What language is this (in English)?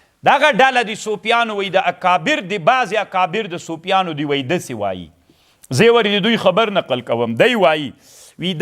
Pashto